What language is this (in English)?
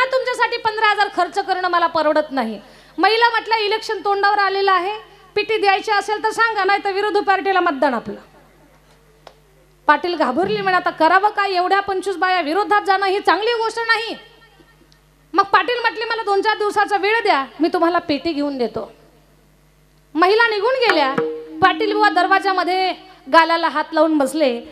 Marathi